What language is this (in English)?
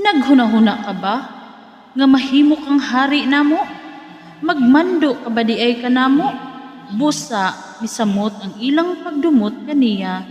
Cebuano